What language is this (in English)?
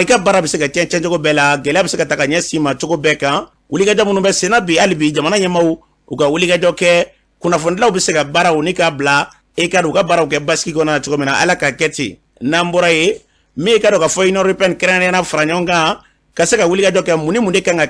Bambara